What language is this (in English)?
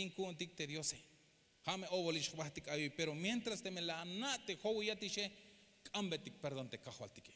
Tzeltal